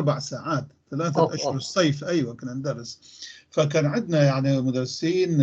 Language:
North Levantine Arabic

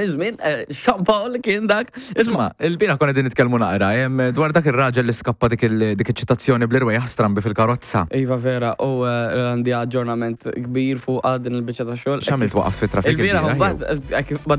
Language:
Maltese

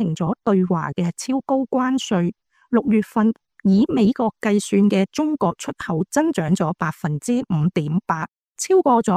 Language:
Cantonese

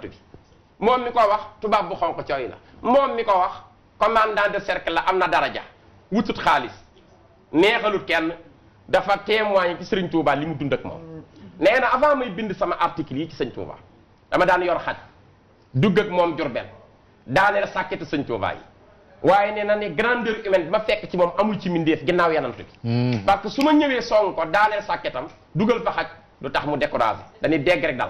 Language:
Wolof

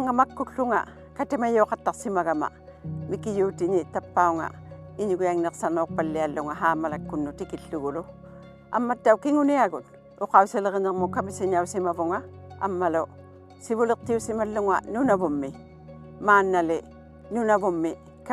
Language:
Inuktitut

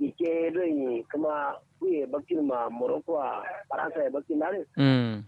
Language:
Kanuri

